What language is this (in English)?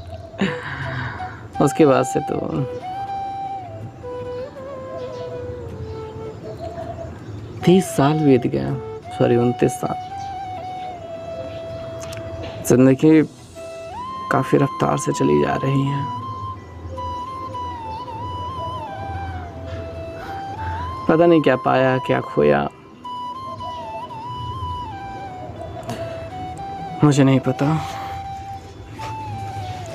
Hindi